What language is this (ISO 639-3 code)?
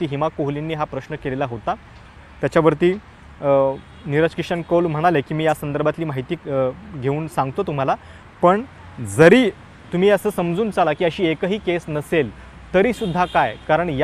mar